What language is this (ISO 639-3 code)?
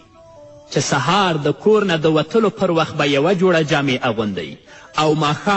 pus